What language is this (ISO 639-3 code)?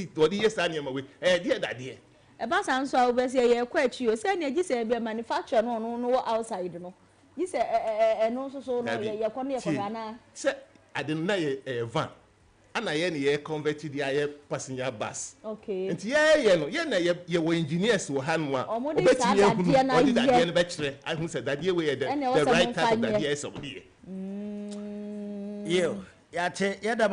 aka